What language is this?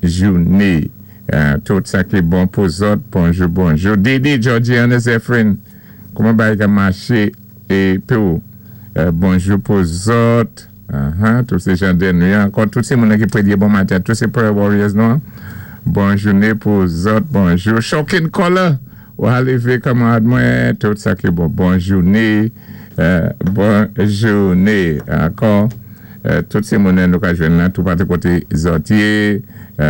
Saint Lucian Creole French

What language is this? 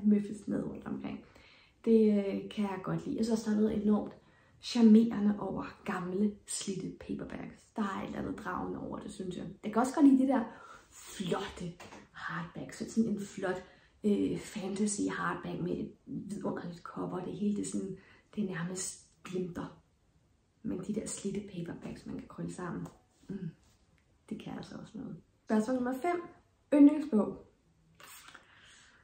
Danish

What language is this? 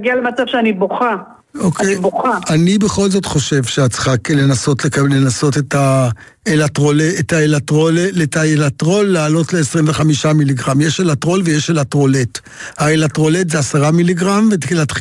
Hebrew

